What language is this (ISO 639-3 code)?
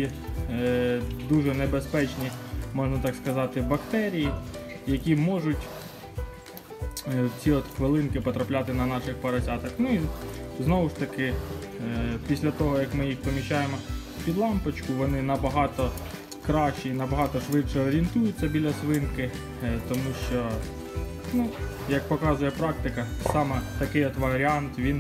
ukr